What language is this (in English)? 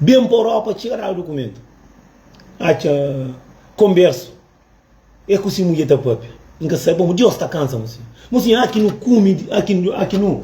Kabuverdianu